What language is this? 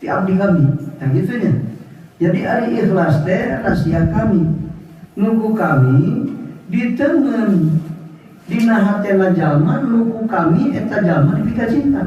Sundanese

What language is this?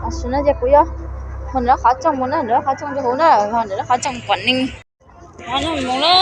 Hmong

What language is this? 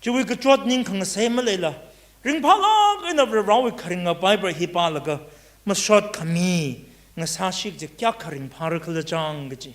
Tangkhul Naga (India)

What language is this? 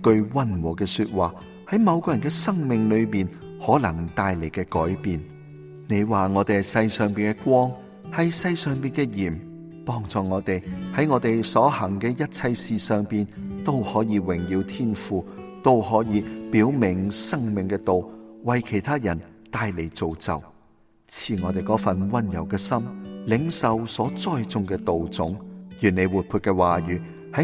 Cantonese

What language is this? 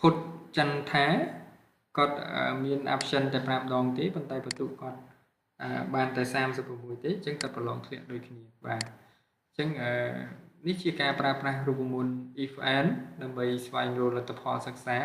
Khmer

